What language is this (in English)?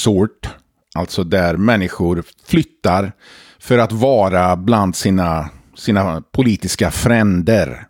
Swedish